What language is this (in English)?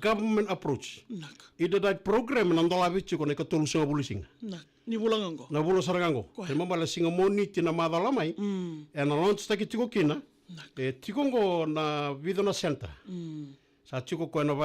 Fijian